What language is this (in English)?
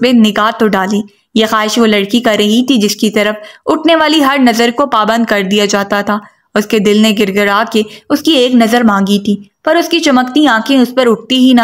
Urdu